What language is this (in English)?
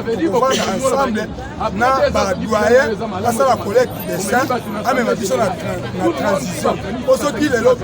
Lingala